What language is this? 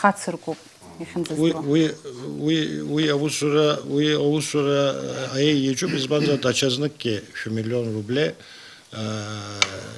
Abkhazian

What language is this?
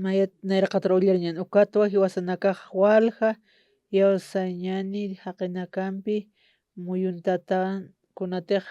Aymara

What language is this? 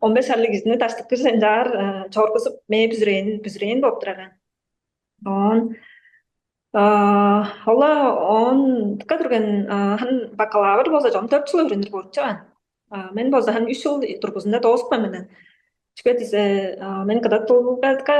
Tuvinian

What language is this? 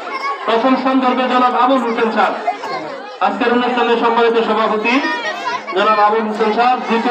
Bangla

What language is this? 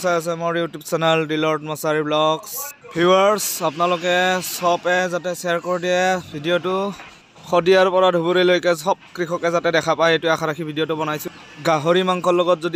Assamese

